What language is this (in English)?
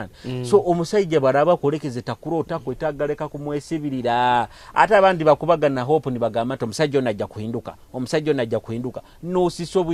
Nyoro